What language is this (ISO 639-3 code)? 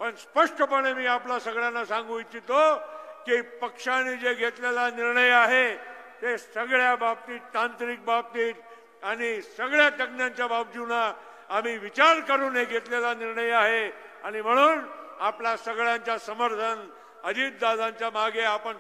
mar